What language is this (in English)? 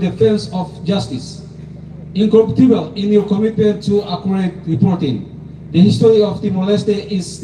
Tetum